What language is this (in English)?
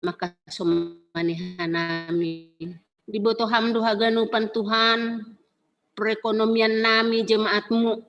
Batak Simalungun